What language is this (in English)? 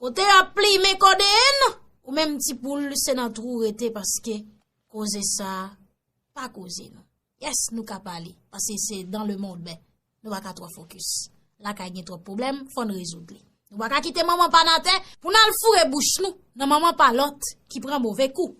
Haitian Creole